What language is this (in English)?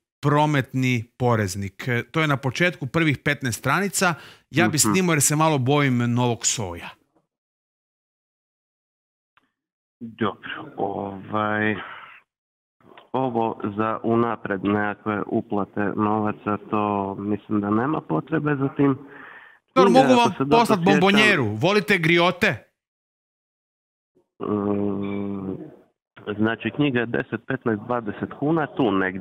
Croatian